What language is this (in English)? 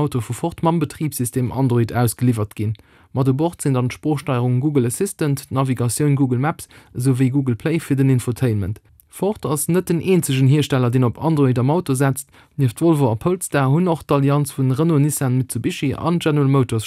Luxembourgish